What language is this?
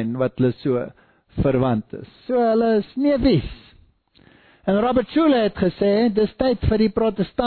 Afrikaans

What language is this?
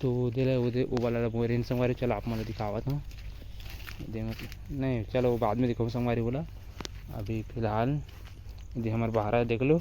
Chhattisgarhi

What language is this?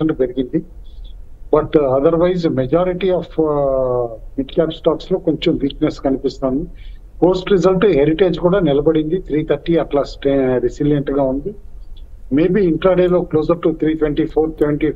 Telugu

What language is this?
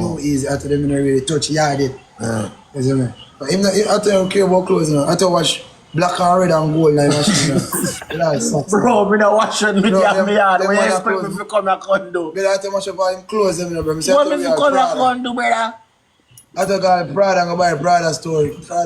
Jamaican Creole English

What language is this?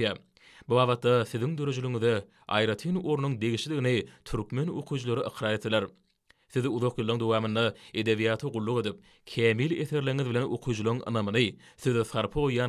Turkmen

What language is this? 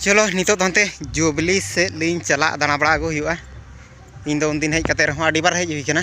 Santali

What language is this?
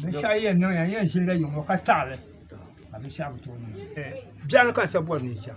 Dagbani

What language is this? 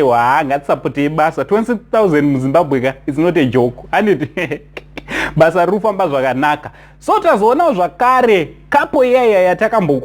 Shona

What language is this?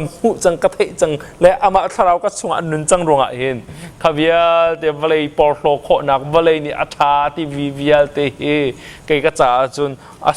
Hakha Chin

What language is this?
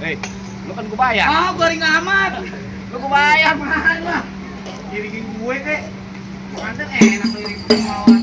Betawi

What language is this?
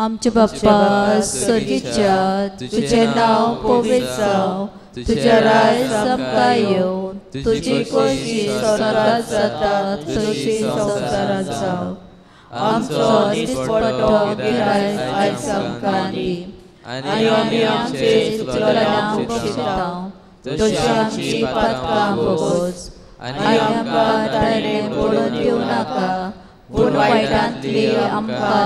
Konkani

